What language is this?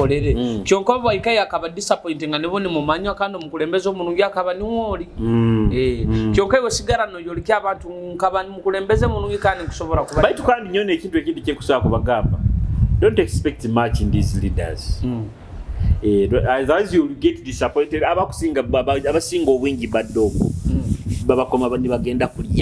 Nyoro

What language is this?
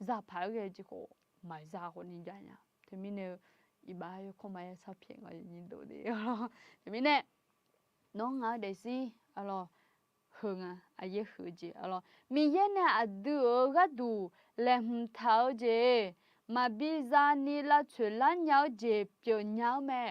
Akha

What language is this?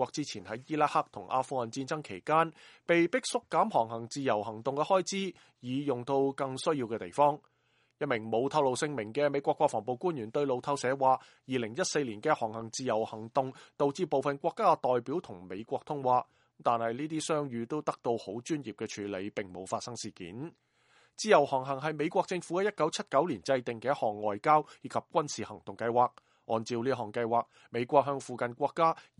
Cantonese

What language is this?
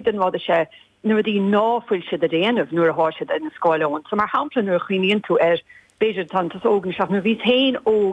Irish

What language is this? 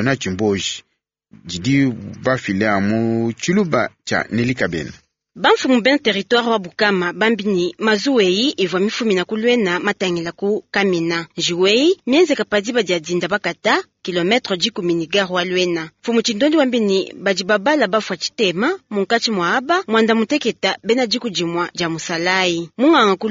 Luba-Lulua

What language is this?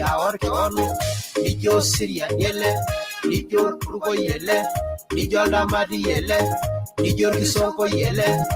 Masai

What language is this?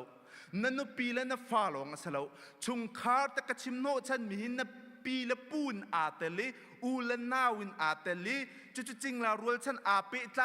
Hakha Chin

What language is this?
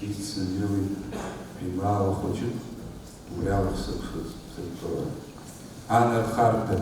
Abkhazian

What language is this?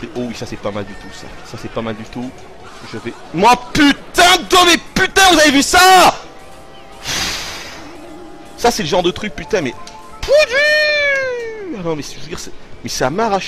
French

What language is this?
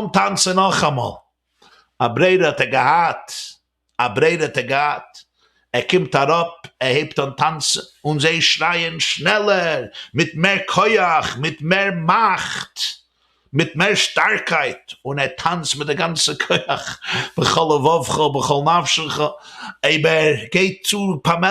Yiddish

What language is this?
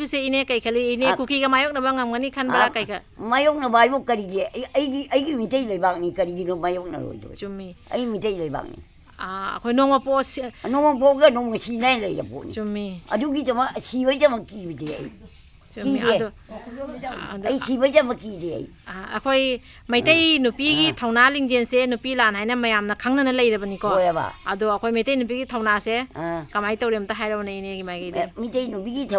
Manipuri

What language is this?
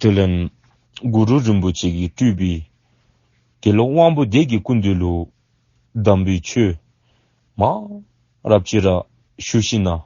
Dzongkha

